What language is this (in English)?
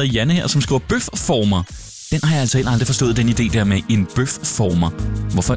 Danish